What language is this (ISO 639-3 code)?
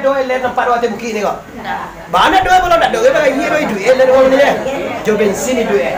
min